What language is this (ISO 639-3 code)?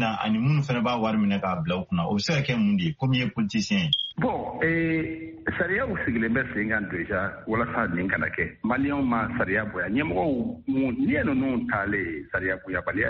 bam